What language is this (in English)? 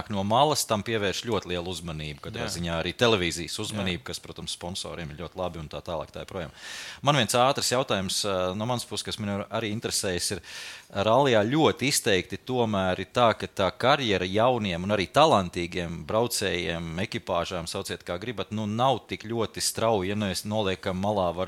Latvian